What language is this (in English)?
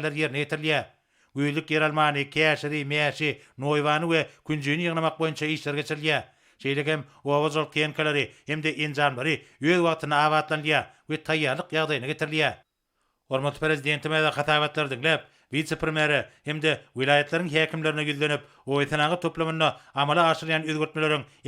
Turkmen